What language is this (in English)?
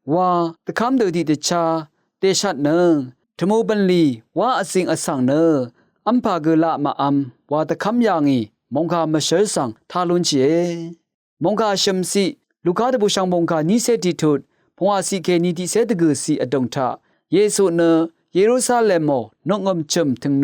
Rawang